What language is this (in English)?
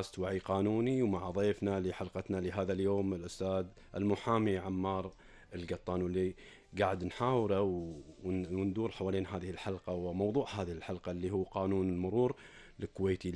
Gulf Arabic